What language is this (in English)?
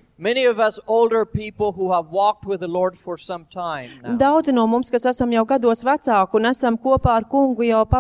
Latvian